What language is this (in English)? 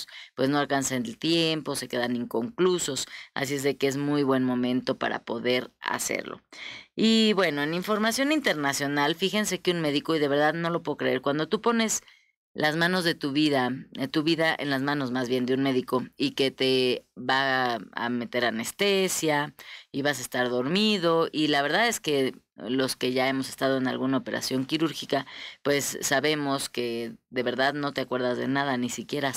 Spanish